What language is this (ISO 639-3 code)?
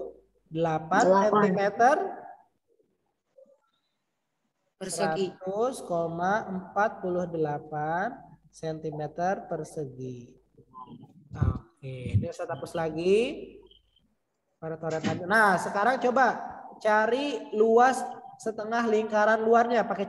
ind